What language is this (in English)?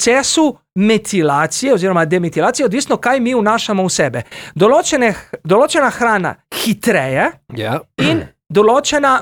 Slovenian